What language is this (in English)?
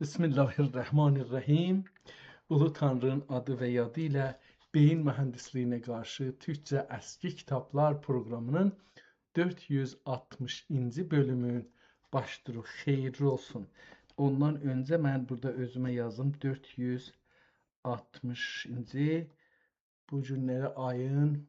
South Azerbaijani